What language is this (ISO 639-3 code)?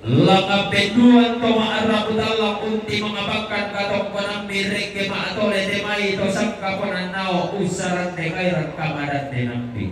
sda